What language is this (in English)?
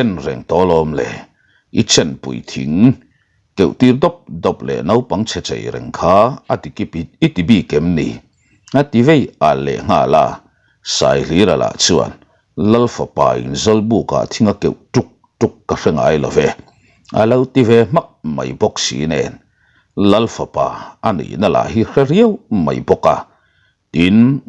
Mizo